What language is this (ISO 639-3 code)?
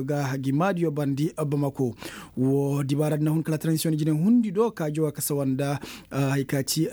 ses